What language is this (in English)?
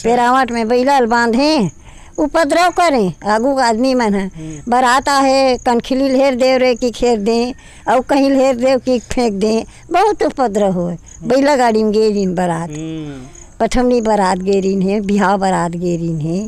Chhattisgarhi